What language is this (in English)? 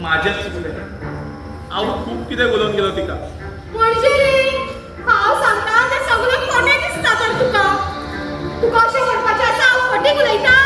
Konkani